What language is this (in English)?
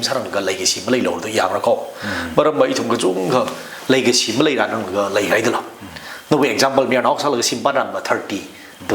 Tangkhul Naga (India)